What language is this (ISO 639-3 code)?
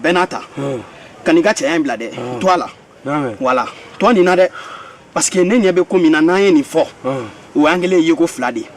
bam